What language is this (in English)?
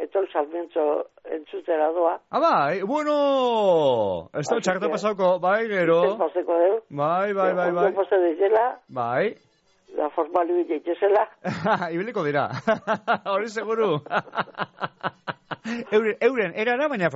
Basque